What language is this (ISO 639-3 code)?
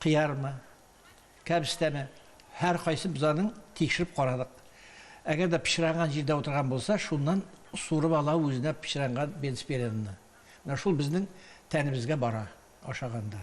tat